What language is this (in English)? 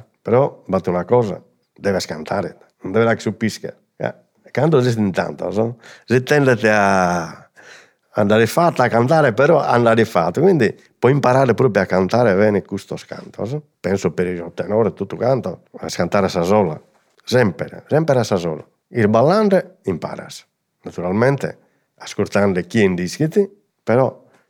Sardinian